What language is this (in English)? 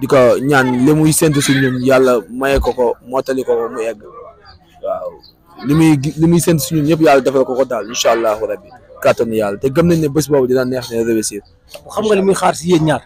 Wolof